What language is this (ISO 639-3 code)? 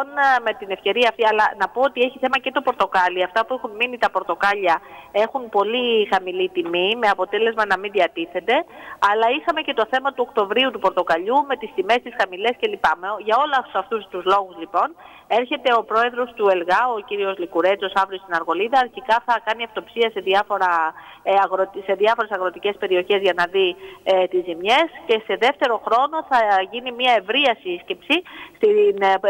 ell